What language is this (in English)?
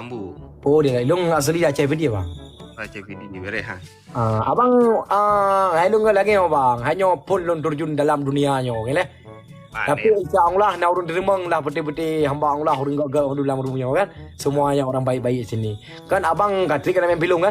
Achinese